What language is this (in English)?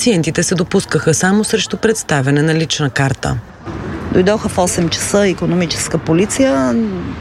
Bulgarian